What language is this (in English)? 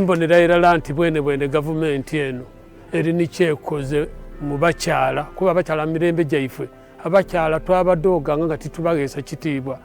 Ganda